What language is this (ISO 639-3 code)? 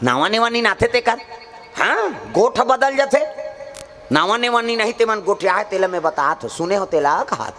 hne